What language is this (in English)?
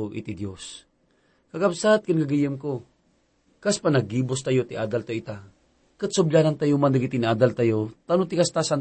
Iloko